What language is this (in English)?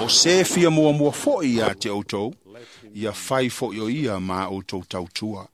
Samoan